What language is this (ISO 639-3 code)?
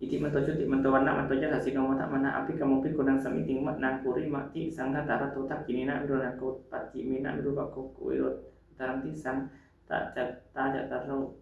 pli